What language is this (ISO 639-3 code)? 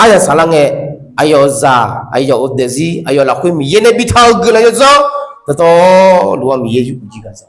ahk